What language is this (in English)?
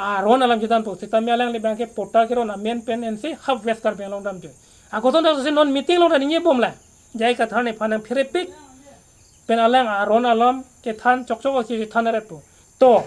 Karbi